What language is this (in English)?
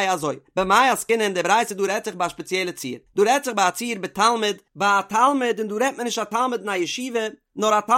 Yiddish